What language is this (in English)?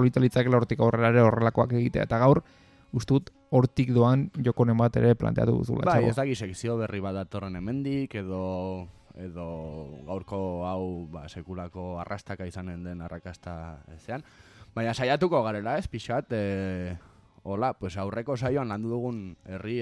Basque